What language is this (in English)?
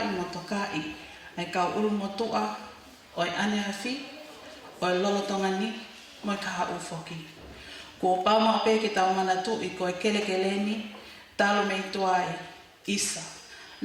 Tongan